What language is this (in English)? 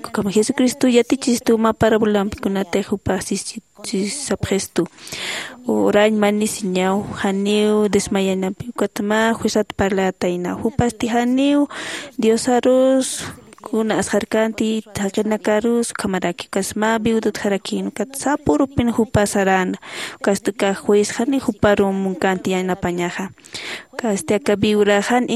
Aymara